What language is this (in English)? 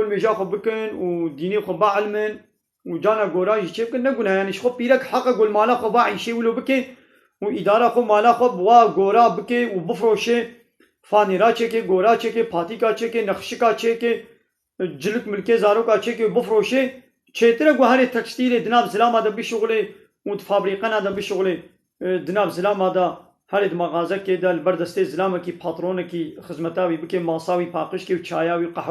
Kurdish